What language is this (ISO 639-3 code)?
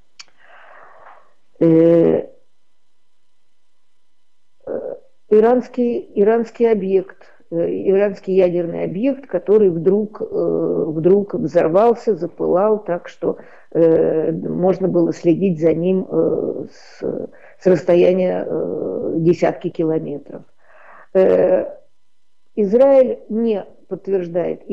rus